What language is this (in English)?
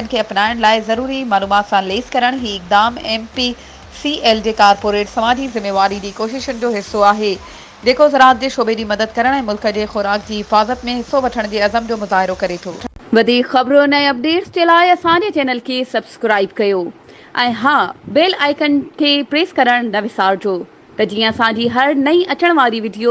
Sindhi